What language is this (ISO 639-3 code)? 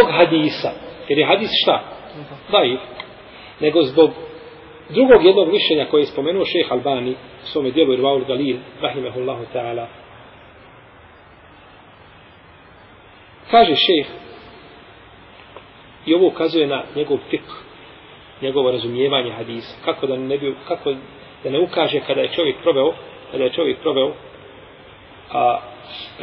bos